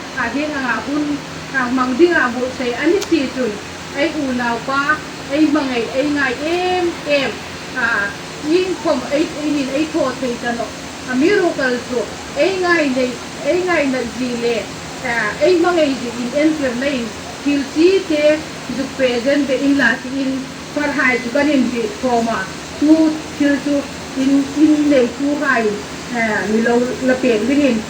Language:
Hmar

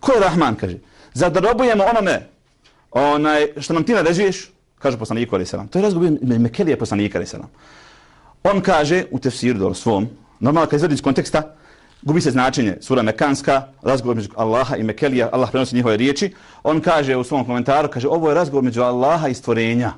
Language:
Bosnian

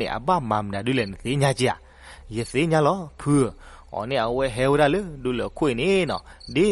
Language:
S'gaw Karen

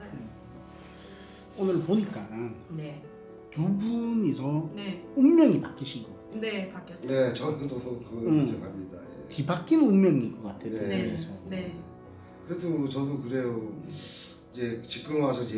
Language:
Korean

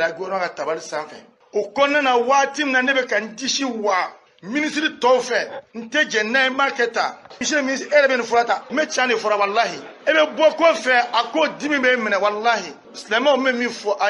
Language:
Bambara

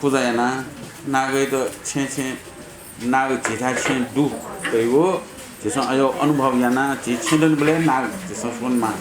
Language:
Newari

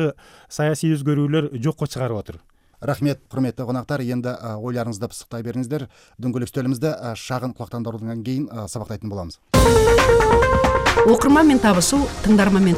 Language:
Kazakh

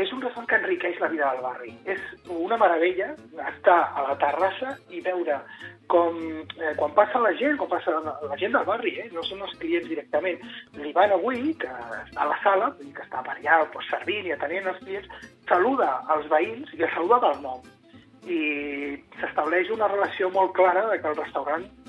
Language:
Catalan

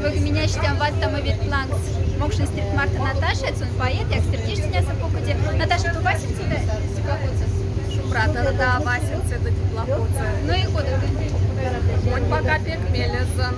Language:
Moksha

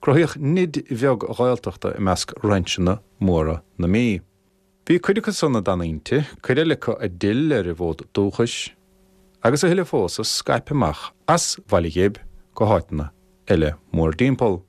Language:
Irish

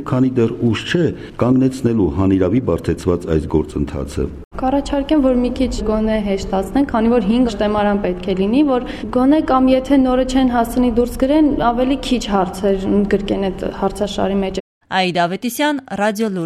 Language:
Armenian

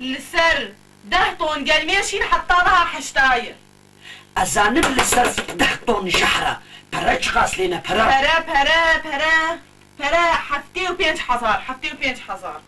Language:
Kurdish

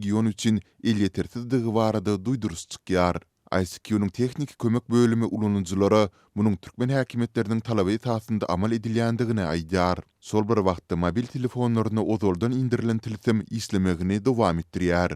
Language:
Turkmen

